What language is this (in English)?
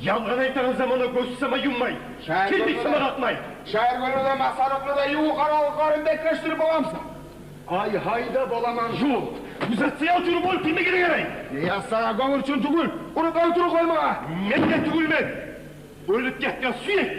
Kumyk